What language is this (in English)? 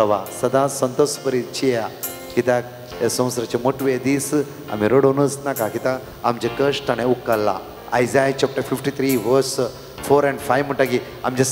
Konkani